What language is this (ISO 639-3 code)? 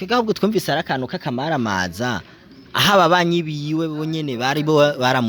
run